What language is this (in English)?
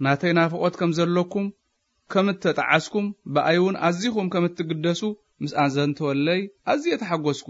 Tigrinya